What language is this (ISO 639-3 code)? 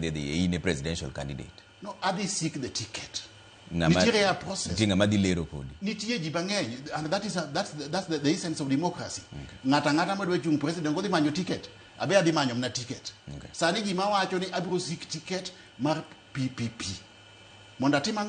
luo